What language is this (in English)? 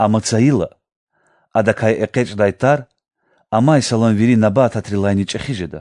Lezghian